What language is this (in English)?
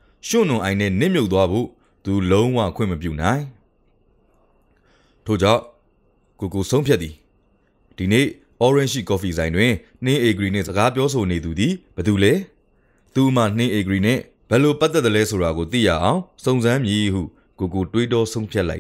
Burmese